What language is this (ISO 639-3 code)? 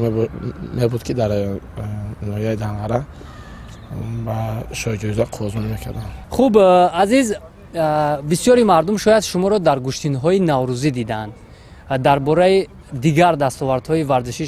tgk